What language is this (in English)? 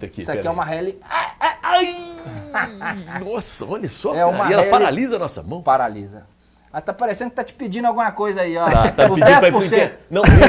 Portuguese